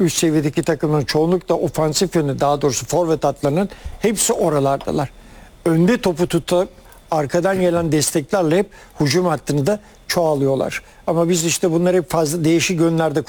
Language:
Turkish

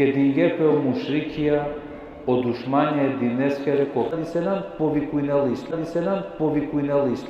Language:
Balkan Romani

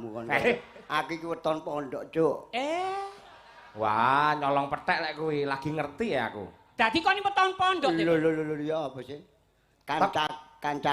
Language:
Javanese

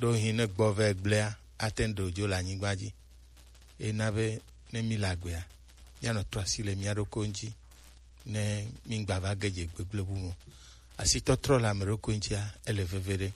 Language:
Gen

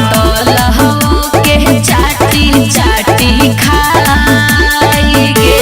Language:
Magahi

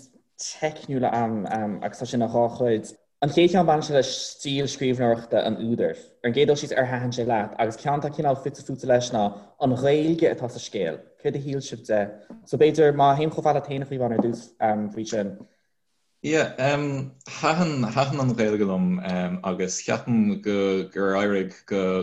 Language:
Irish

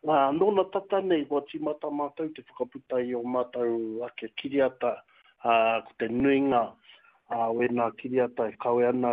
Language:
Māori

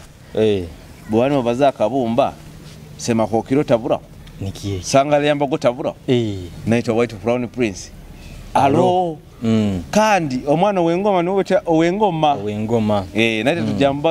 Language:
Nyoro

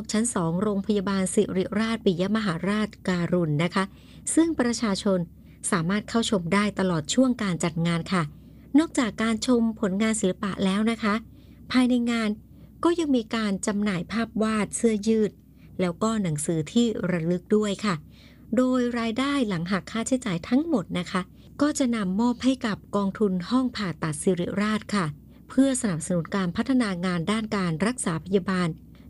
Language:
Thai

